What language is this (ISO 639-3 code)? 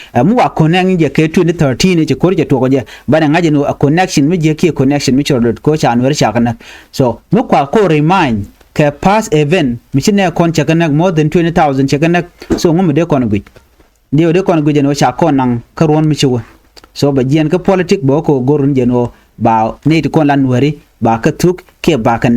nus